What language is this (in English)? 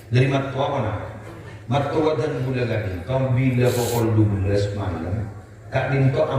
Madurese